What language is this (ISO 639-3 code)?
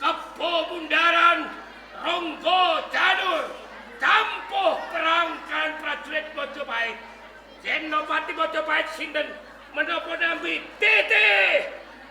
jav